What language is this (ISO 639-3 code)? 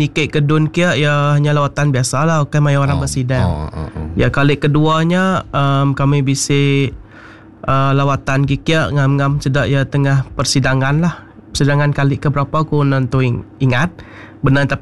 iba